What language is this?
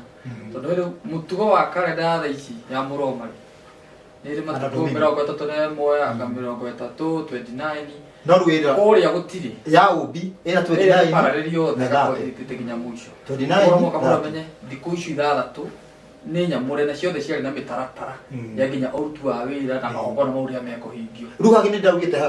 Kikuyu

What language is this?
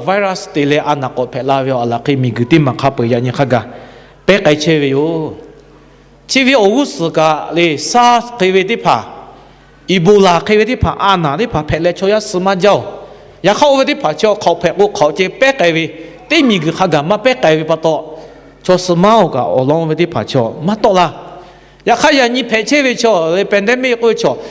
Lahu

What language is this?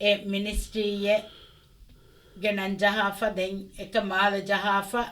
Divehi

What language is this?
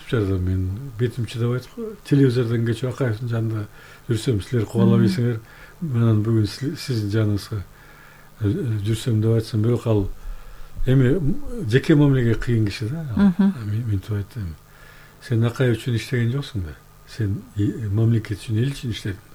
Kyrgyz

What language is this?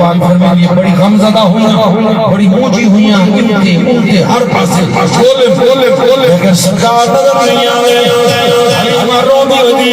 Saraiki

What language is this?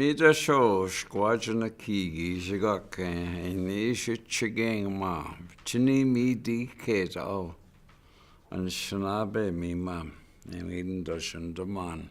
Chippewa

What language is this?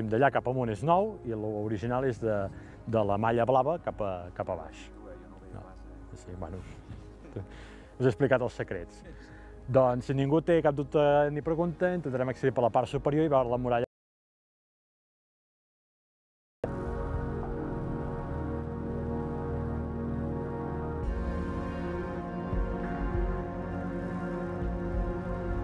Catalan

